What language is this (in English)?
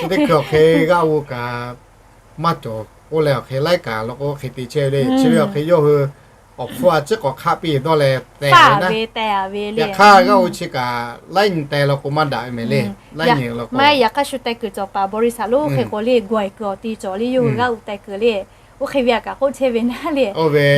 Lahu